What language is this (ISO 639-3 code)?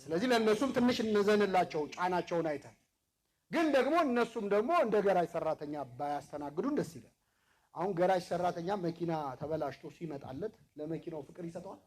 amh